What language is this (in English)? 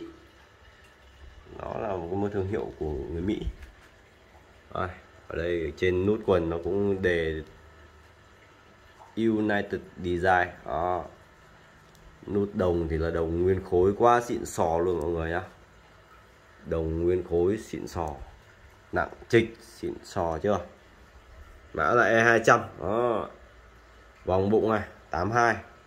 Vietnamese